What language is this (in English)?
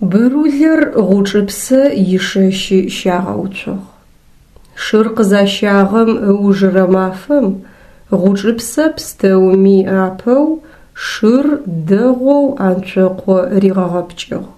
Adyghe